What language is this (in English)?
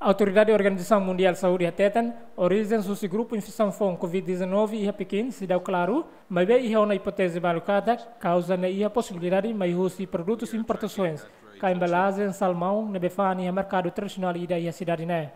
Tetum